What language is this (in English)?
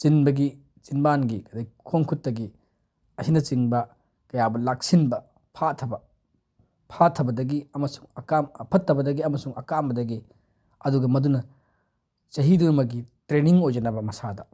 Manipuri